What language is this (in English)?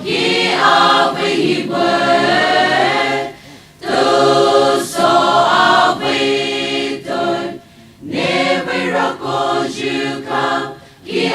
Poumei Naga